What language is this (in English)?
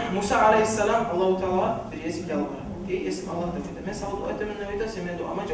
Kumyk